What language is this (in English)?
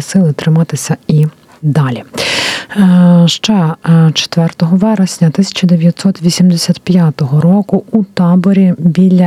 Ukrainian